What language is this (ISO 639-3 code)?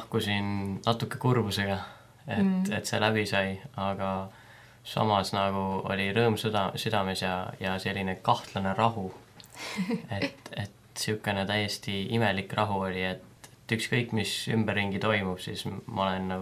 est